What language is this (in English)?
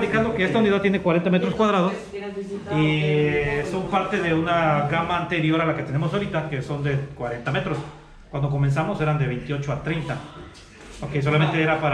Spanish